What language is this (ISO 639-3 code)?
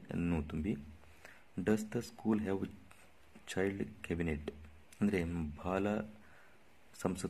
kan